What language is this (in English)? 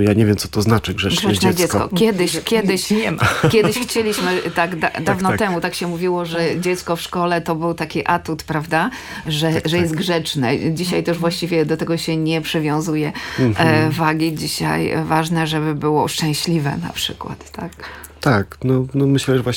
Polish